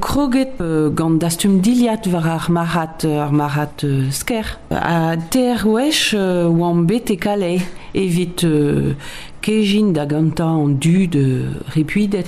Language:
Breton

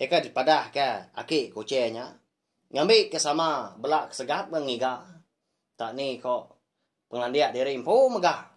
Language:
Iban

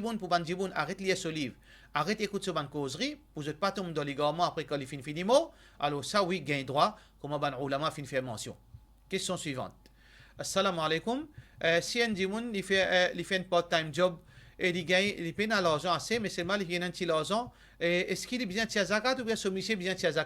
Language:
Morisyen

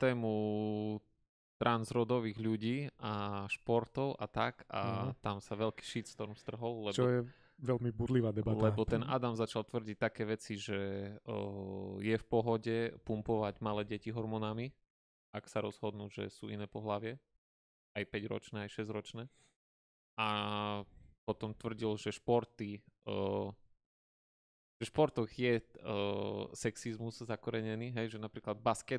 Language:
Slovak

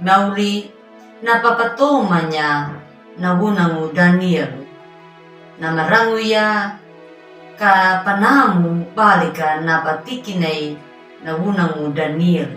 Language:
Anakalangu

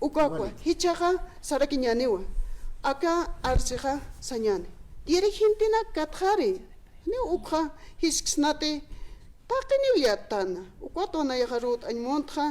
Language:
Aymara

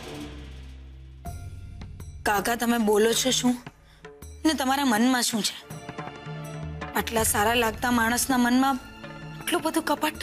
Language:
Gujarati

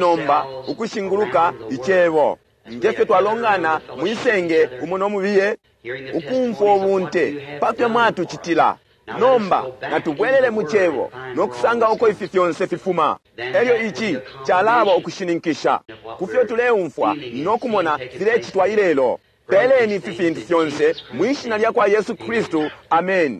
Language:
Bemba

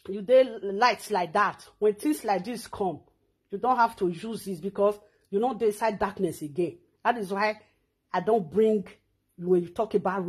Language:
Nigerian Pidgin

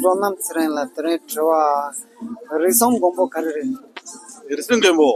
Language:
Tibetan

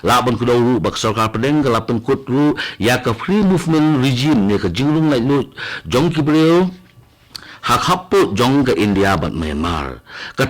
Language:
Khasi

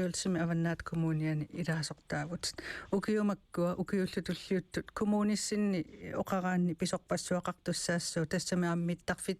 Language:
Kalaallisut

